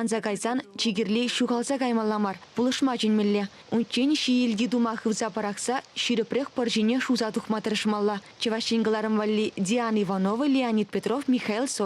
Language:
Chuvash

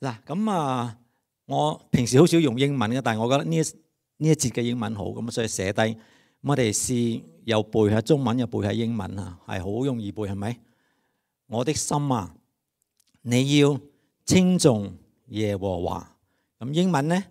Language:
Cantonese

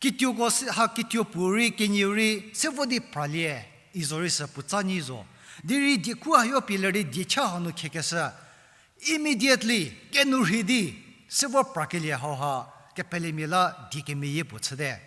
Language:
Angami Naga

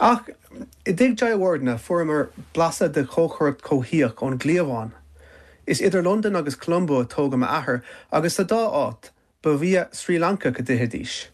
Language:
Irish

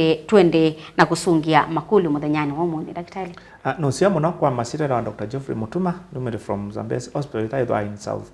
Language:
Kamba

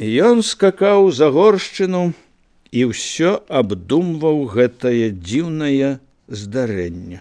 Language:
Belarusian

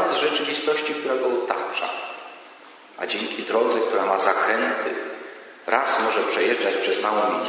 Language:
Polish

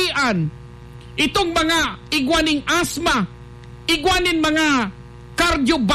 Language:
Bikol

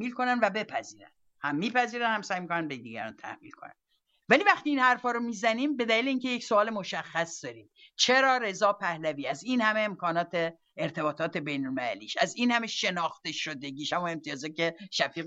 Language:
Persian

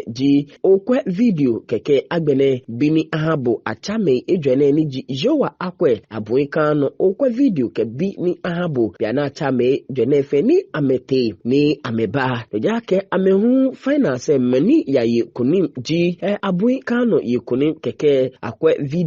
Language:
Ga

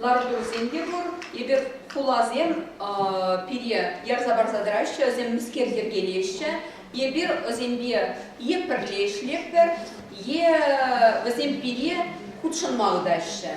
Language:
Chuvash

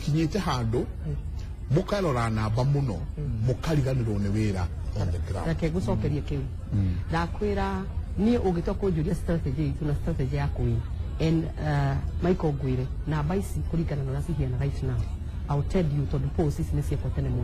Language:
Kikuyu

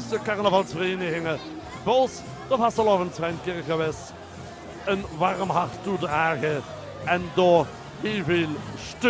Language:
Limburgish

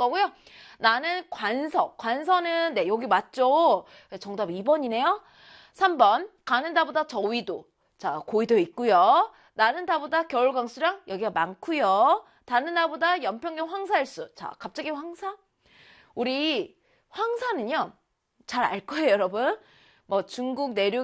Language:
Korean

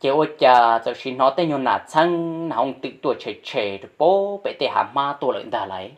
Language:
Hmong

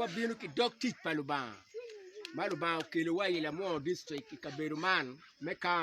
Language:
Acoli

